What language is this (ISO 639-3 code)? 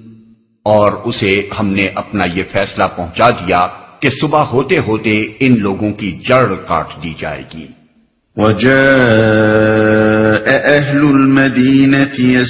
urd